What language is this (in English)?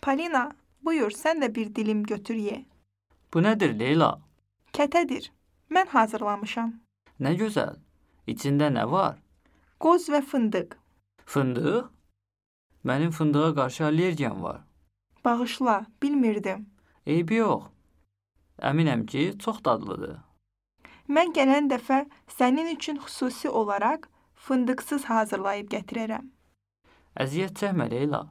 Azerbaijani